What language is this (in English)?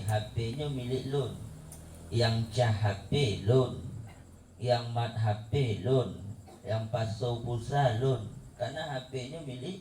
Achinese